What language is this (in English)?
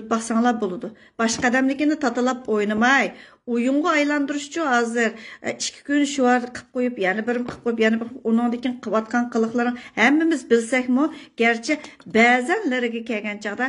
Uyghur